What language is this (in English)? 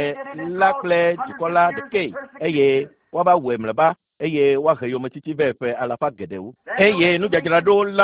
Ewe